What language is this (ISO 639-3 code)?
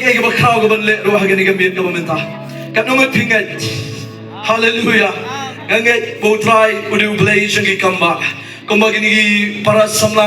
kha